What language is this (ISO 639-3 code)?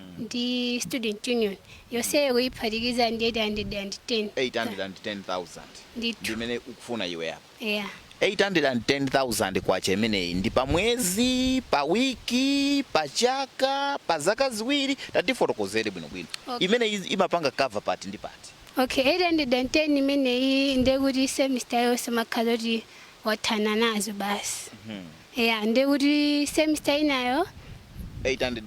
nya